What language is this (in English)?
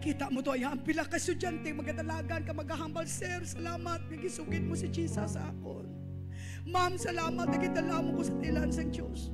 Hiligaynon